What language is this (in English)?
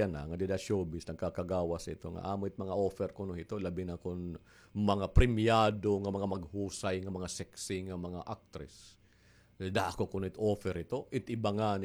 Waray